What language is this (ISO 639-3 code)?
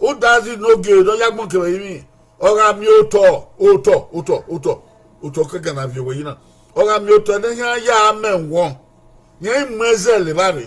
bin